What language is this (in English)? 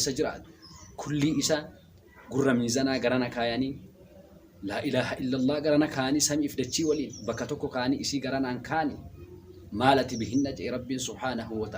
Oromo